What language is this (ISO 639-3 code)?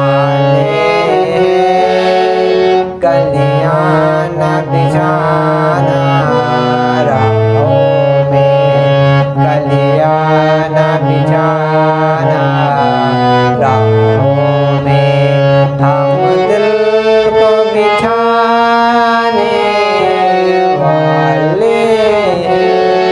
hin